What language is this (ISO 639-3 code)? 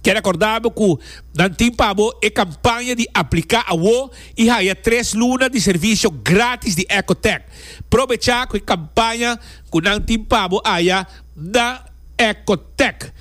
pap